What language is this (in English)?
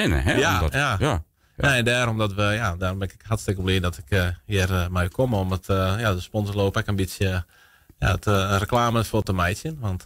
Western Frisian